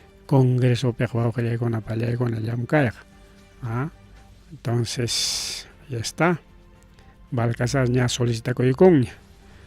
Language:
Ayacucho Quechua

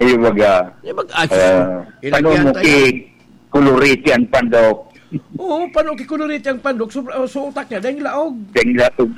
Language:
Bikol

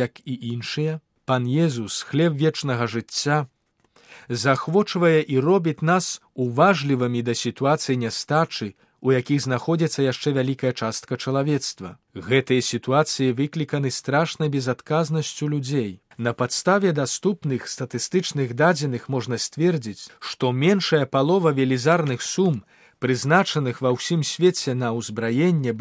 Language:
Belarusian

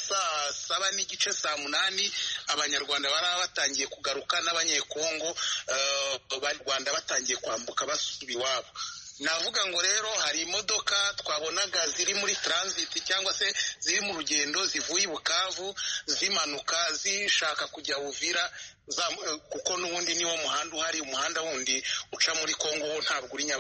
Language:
Kinyarwanda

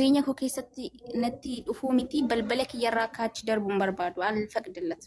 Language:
Oromo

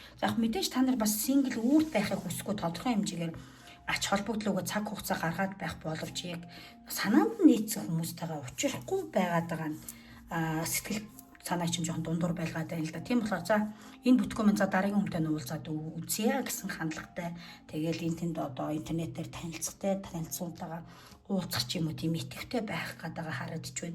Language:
Mongolian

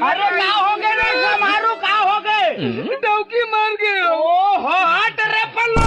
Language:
Chhattisgarhi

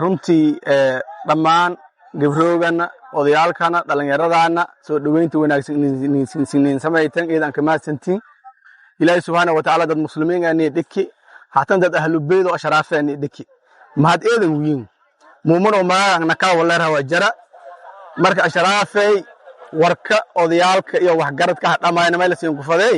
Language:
Somali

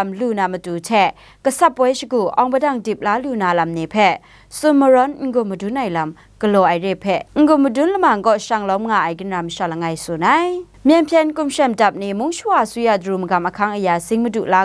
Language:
Kachin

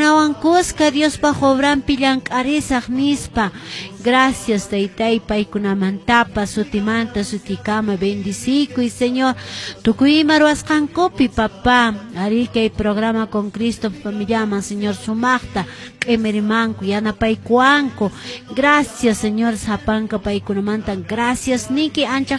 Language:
Quechua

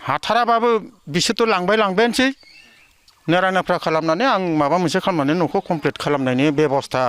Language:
Bodo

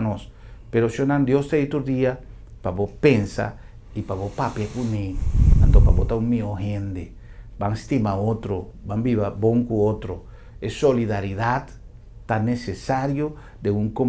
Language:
Papiamento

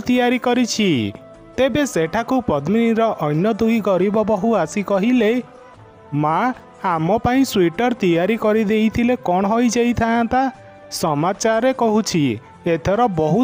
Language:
Odia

